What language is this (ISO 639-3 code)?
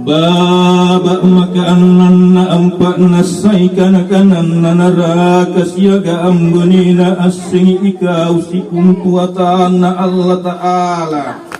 mak